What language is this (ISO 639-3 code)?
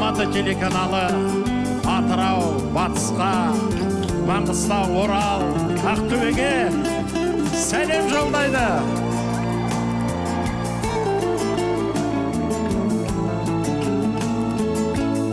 kaz